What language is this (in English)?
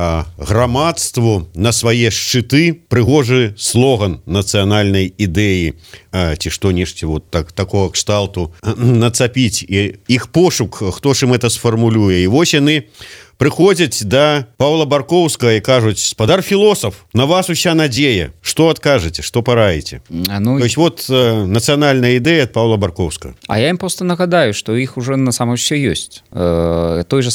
Belarusian